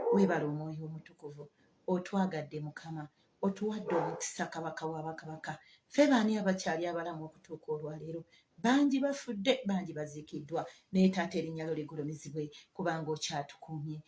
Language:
Ganda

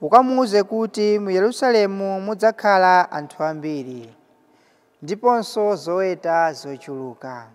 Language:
Nyanja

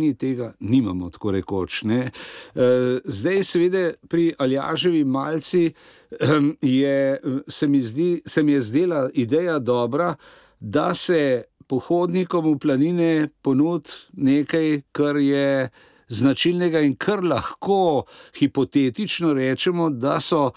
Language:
Slovenian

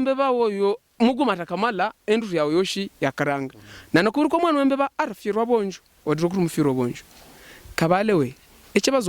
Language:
Havu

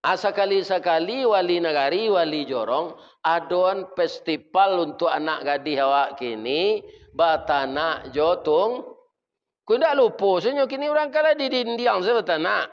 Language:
Minangkabau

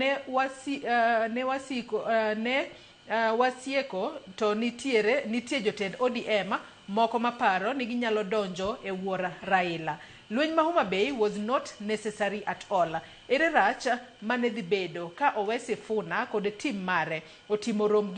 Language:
Luo (Kenya and Tanzania)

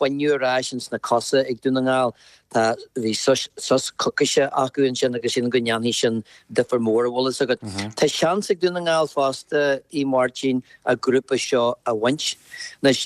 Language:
Irish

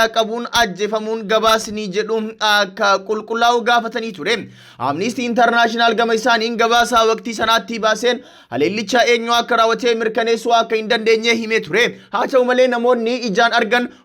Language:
Oromo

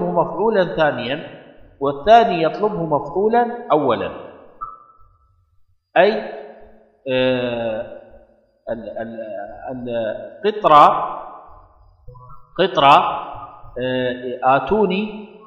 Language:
Arabic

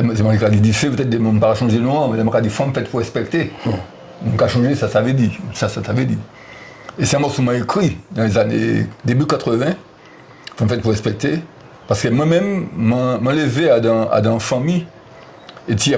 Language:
Guadeloupean Creole French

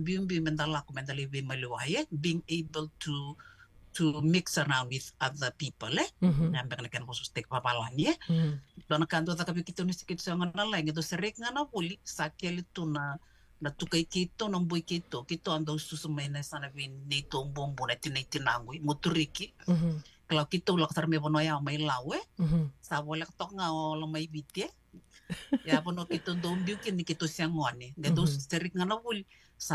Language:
Fijian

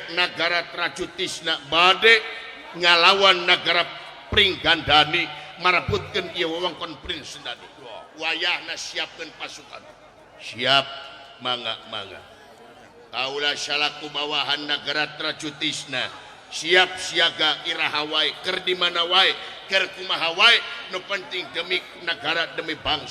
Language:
Sundanese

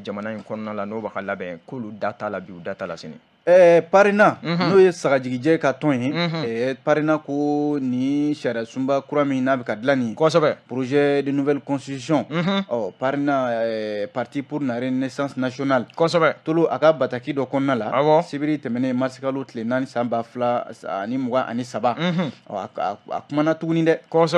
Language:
Bambara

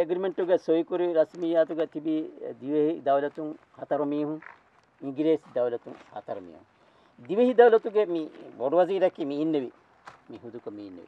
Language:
Divehi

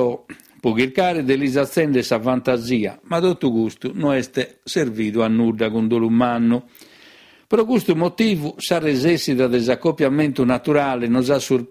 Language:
Sardinian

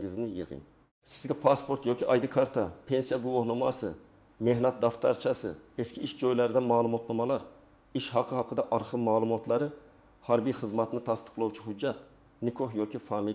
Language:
Uzbek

